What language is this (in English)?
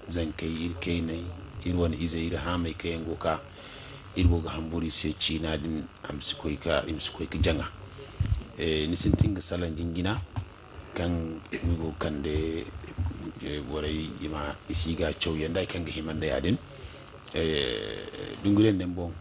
Zarma